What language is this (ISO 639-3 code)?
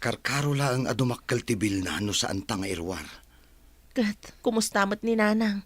ilo